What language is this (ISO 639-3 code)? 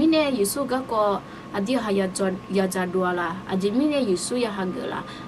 ahk